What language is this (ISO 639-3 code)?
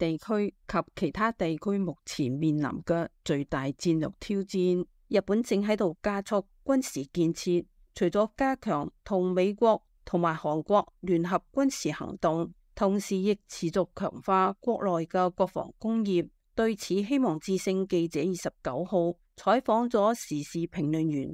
yue